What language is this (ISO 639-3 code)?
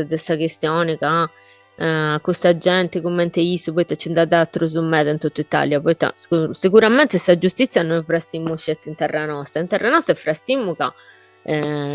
srd